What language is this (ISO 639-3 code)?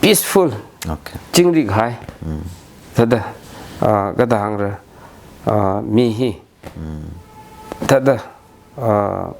nmf